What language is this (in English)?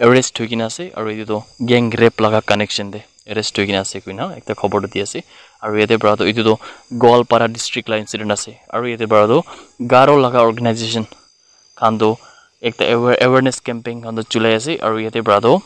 Naga Pidgin